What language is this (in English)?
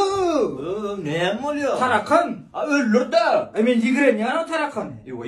Turkmen